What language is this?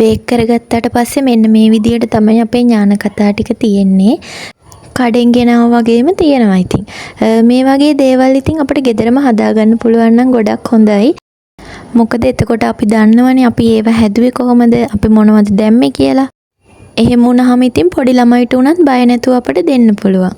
Sinhala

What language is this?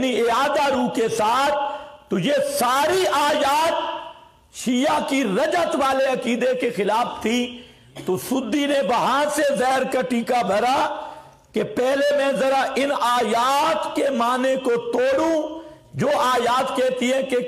Urdu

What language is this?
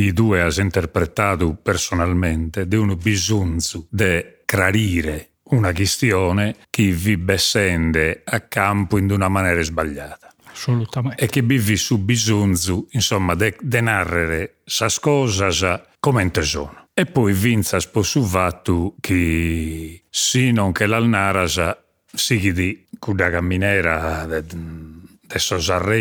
Sardinian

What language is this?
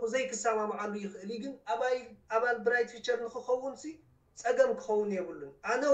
Tigrinya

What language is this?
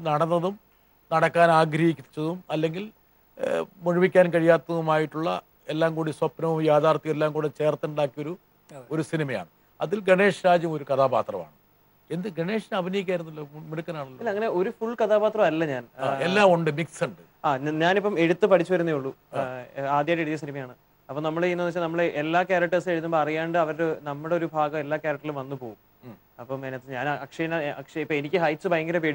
Malayalam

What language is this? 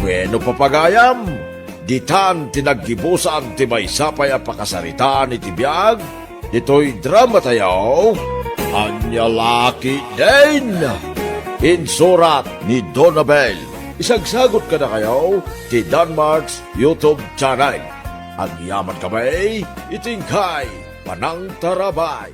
Iloko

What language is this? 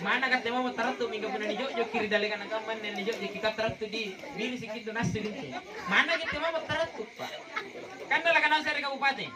Makasar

